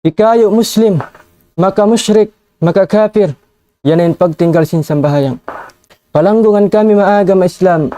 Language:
Tausug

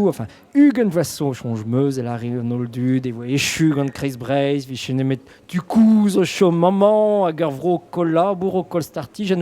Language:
Breton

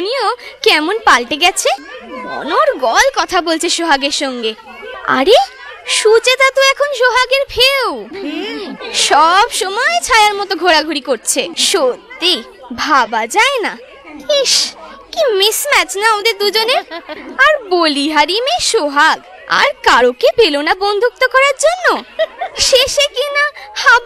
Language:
Bangla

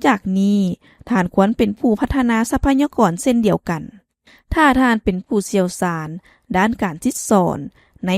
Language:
Lao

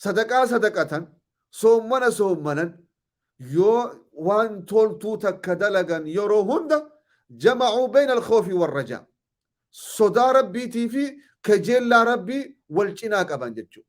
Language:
Oromo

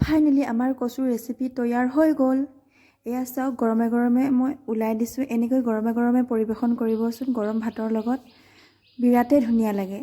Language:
Assamese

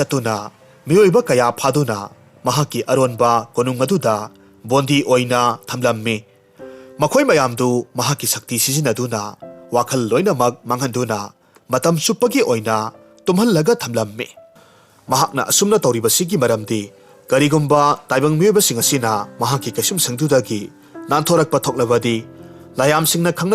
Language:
Manipuri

